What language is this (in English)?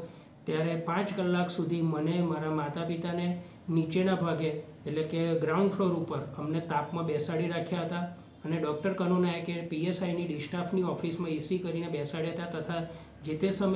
Gujarati